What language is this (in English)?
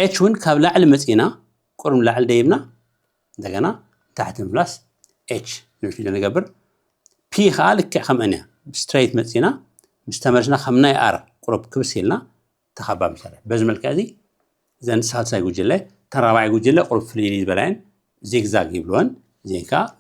Tigrinya